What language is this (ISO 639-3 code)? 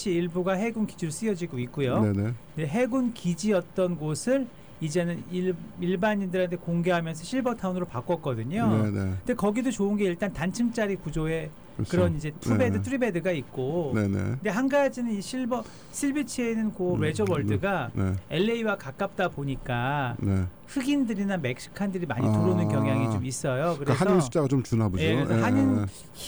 kor